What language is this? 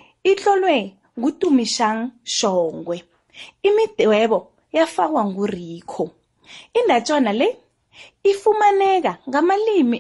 South Ndebele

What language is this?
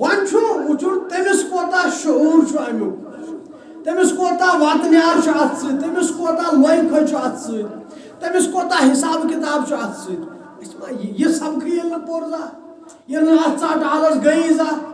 Kashmiri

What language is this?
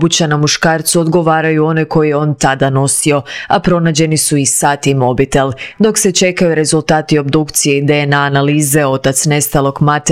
Croatian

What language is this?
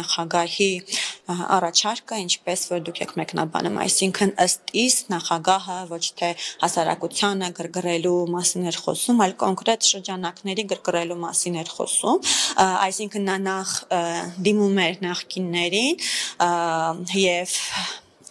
Armenian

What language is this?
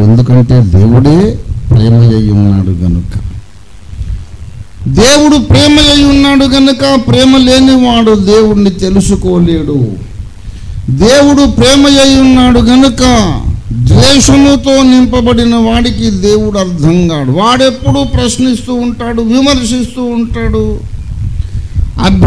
Telugu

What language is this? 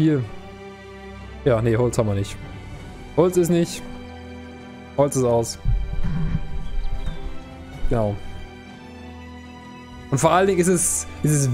German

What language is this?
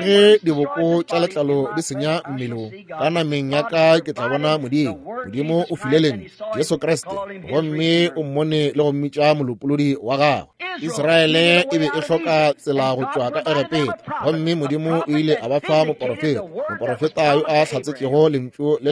Northern Sotho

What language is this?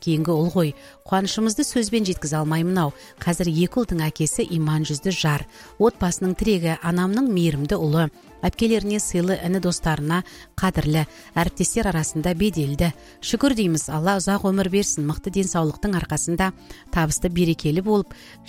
Kazakh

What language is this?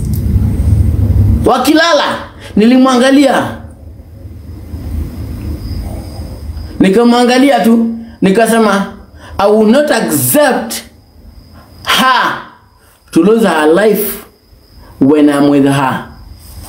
Swahili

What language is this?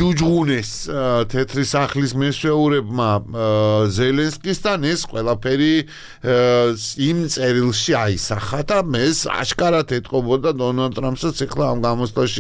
Georgian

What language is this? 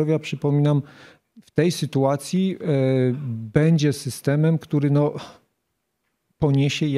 Polish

